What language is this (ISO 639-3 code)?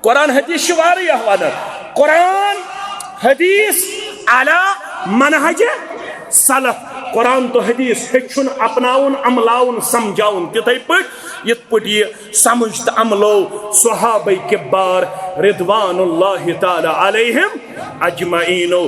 kas